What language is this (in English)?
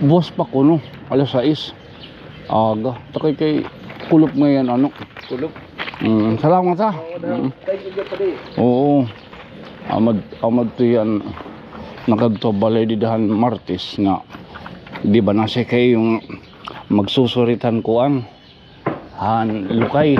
Waray